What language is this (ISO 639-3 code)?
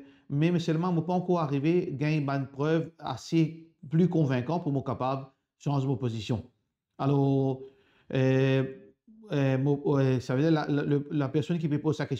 mfe